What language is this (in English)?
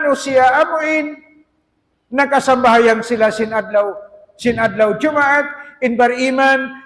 Tausug